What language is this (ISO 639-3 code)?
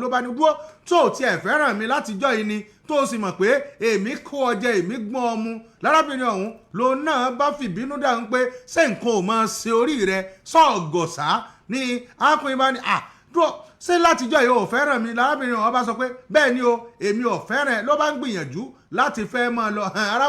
yor